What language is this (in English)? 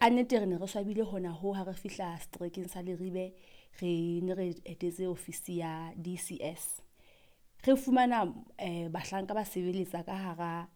Southern Sotho